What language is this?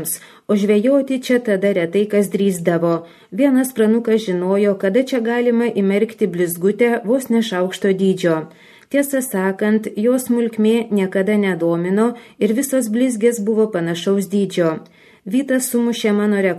Lithuanian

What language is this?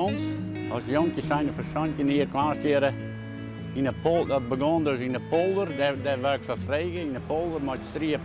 Western Frisian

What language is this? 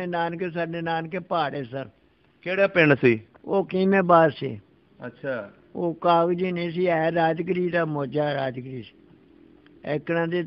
Punjabi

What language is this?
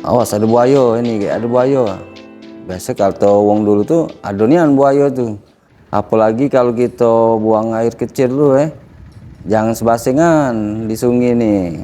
Musi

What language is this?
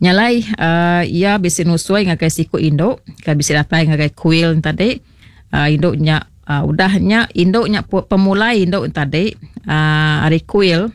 Iban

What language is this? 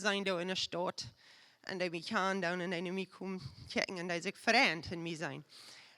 Plautdietsch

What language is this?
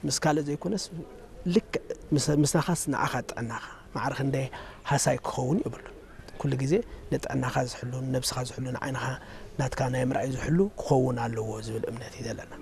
Tigrinya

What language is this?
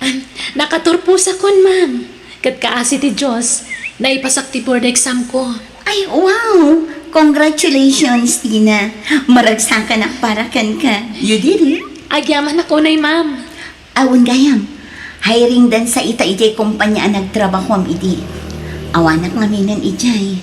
Iloko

